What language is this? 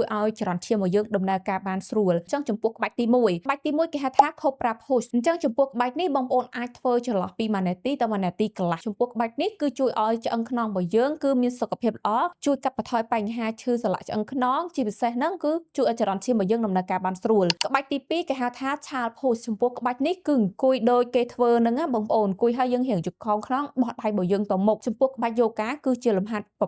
Khmer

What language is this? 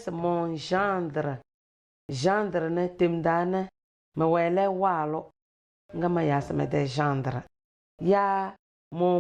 Tem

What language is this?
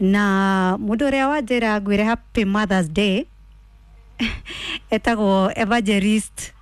Kikuyu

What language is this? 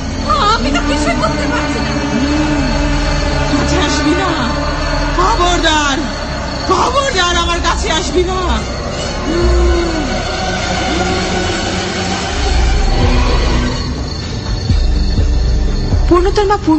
Bangla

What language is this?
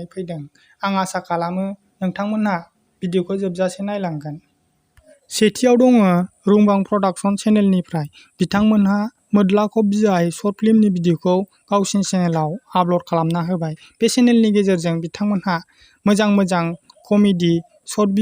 Bodo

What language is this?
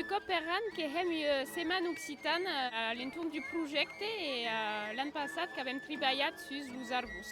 Occitan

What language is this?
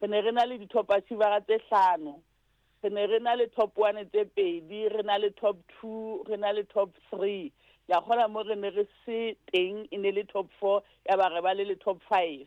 Southern Sotho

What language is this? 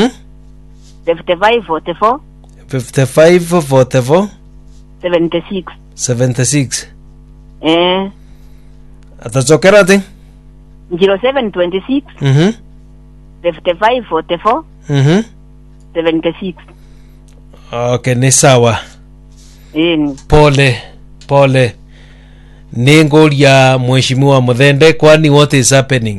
Swahili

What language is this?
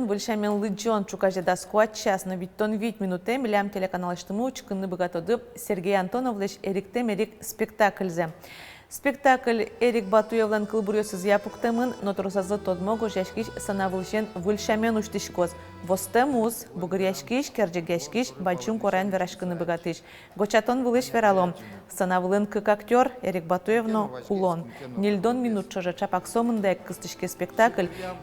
Udmurt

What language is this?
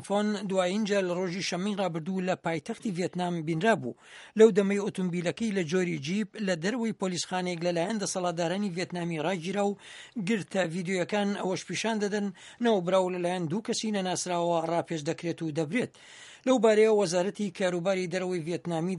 Central Kurdish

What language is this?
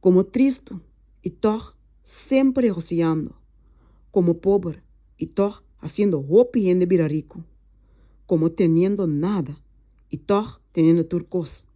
Papiamento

